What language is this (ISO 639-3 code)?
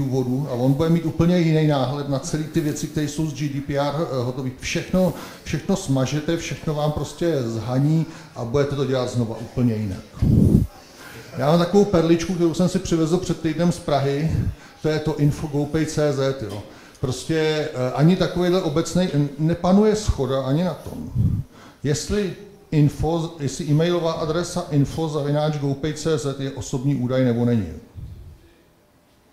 ces